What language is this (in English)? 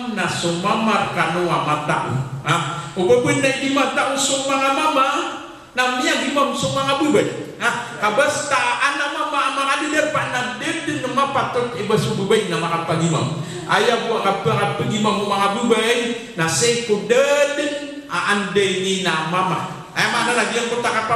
Maranao